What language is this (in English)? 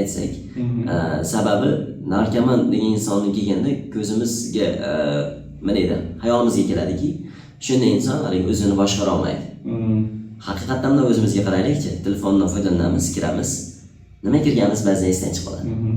Uzbek